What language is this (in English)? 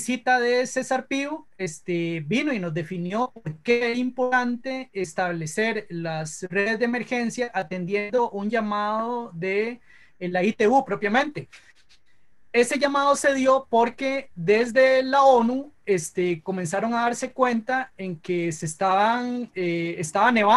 Spanish